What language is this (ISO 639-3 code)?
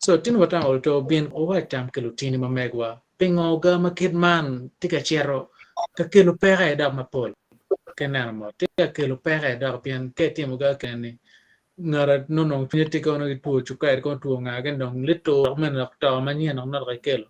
ach